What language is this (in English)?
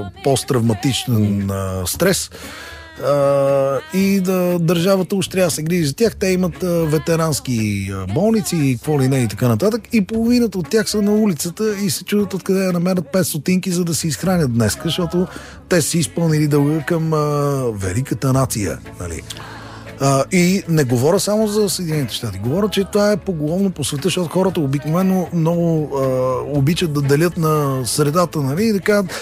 Bulgarian